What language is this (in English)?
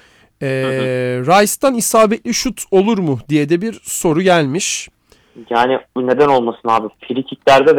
Turkish